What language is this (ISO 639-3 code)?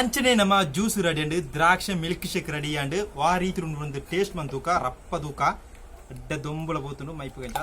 tcy